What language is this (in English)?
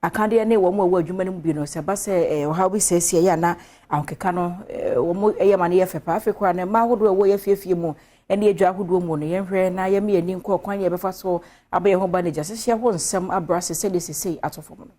Akan